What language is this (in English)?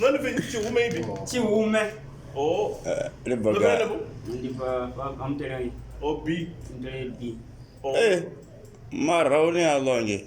Venda